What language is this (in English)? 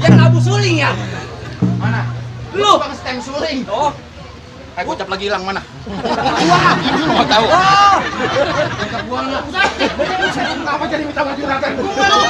Betawi